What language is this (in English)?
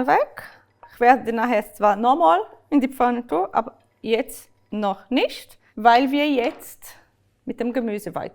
Swiss German